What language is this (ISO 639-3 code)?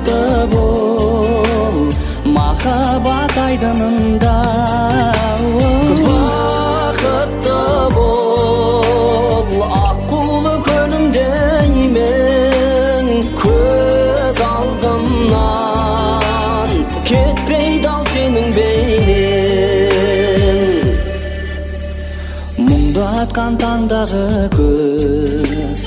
kaz